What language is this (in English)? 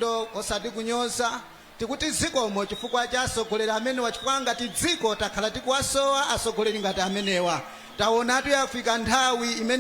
Nyanja